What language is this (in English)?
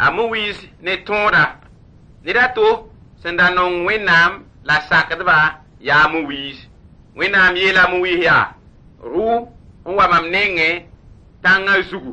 Mossi